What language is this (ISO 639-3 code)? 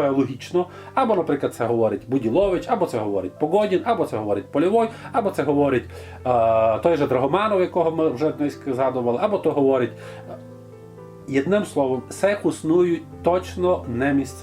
rue